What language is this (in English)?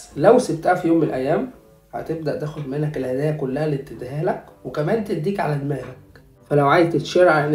Egyptian Arabic